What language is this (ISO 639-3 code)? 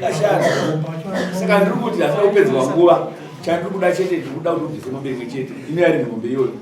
sna